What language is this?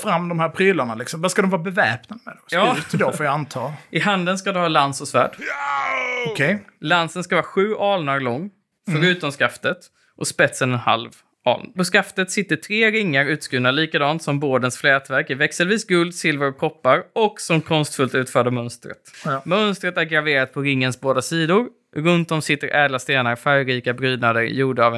Swedish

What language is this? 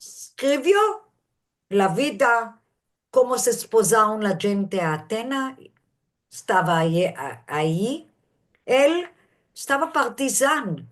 Ladino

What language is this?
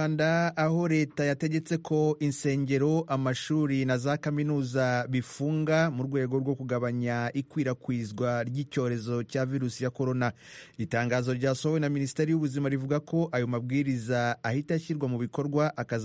Kinyarwanda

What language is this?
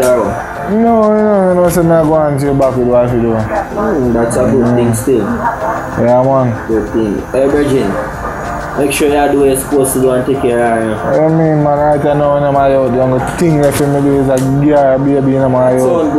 Jamaican Creole English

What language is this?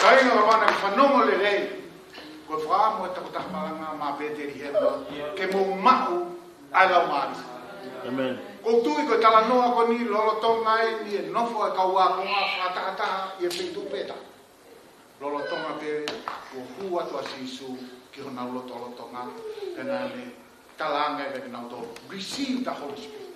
Tongan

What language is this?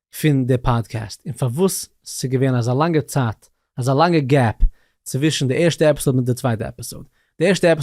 Yiddish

